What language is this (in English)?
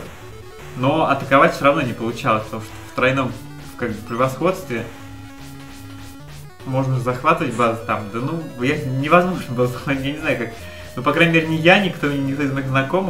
Russian